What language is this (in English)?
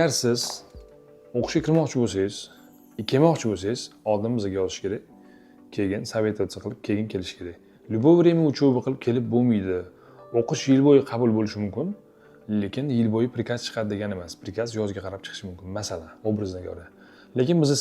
Uzbek